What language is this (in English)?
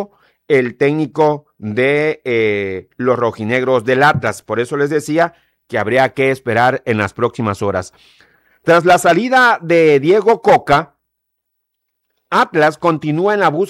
Spanish